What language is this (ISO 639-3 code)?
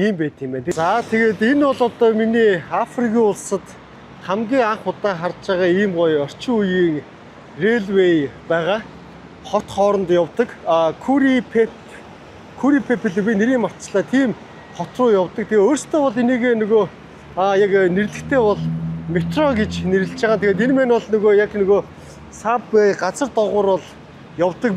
mon